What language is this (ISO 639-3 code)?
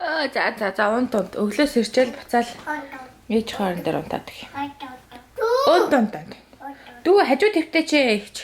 mon